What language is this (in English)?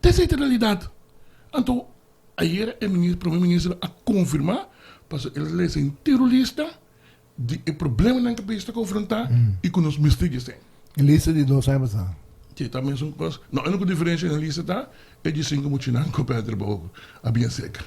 Papiamento